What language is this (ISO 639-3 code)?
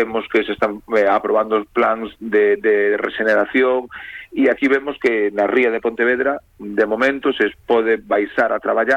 glg